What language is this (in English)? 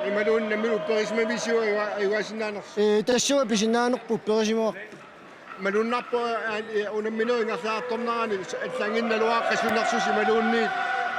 Kalaallisut